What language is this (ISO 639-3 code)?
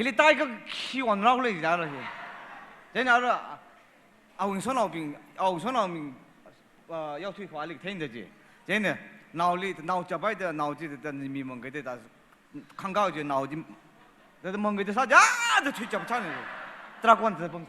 nmf